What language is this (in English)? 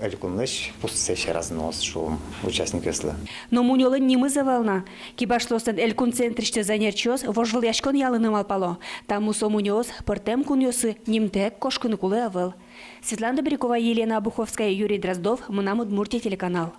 Udmurt